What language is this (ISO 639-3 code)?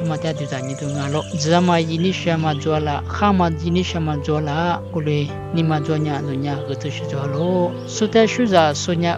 lis